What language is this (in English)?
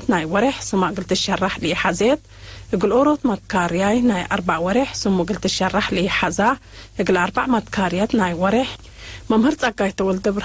Tigre